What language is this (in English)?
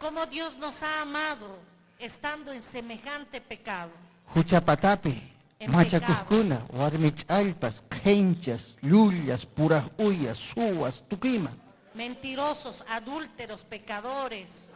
Ayacucho Quechua